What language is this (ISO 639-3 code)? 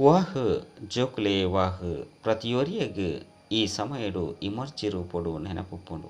tcy